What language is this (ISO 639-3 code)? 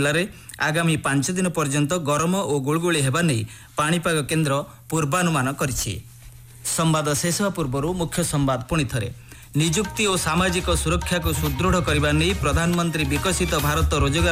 ori